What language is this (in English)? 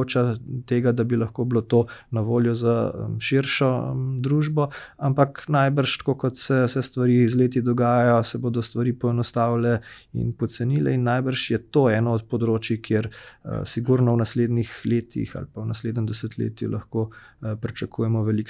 Slovenian